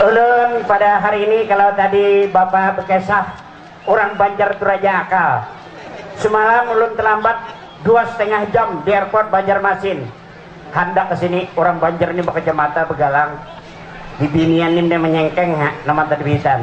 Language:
Banjar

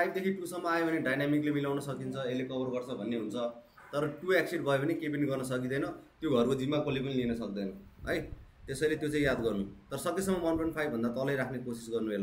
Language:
Nepali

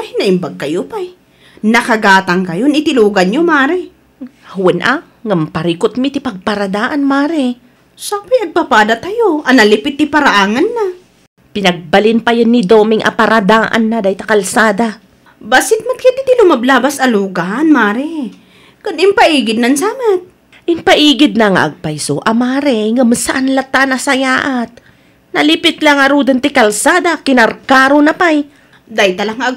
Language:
Iloko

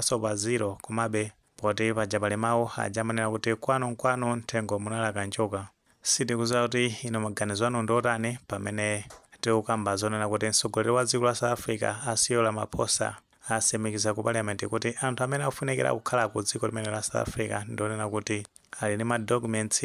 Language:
Nyanja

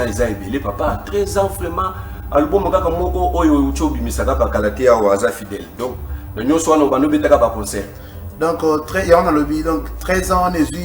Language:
Lingala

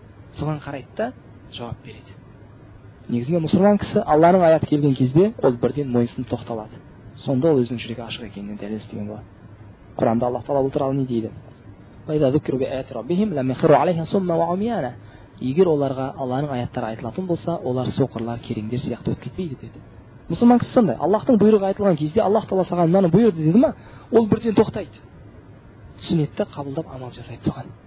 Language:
Kazakh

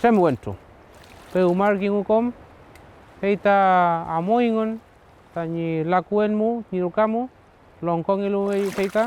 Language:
Mapuche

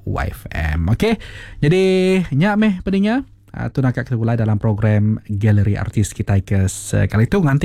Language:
Iban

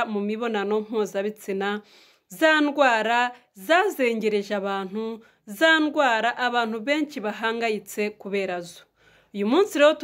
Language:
Kinyarwanda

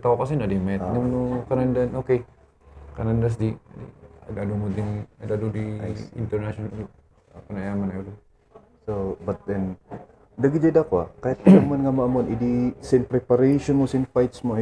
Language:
Kankanaey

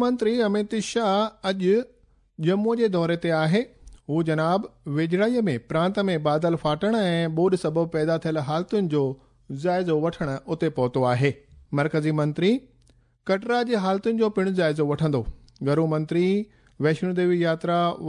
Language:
Sindhi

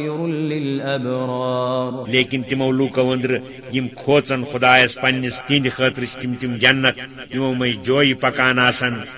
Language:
Kashmiri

